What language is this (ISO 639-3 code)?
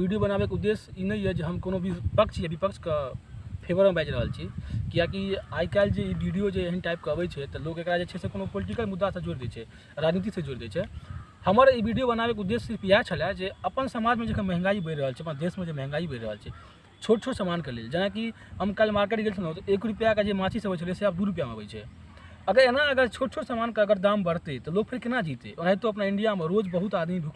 mai